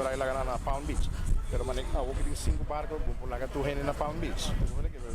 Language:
Papiamento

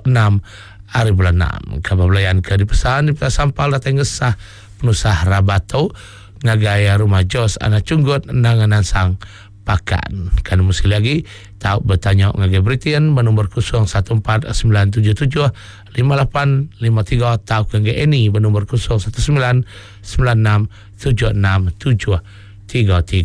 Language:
Iban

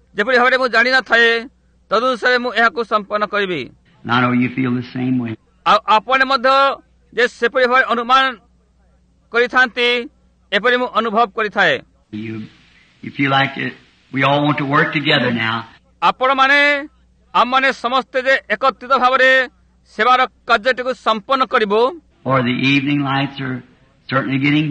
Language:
Odia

